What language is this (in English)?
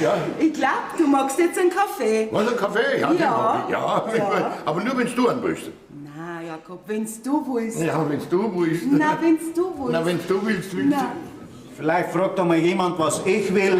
Bavarian